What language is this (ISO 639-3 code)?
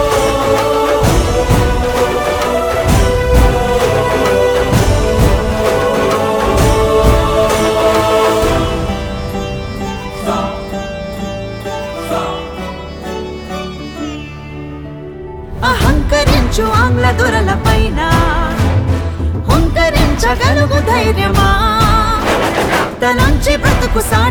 tel